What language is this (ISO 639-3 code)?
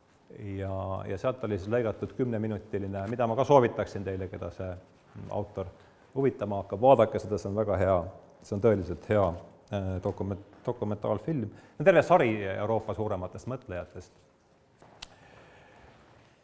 est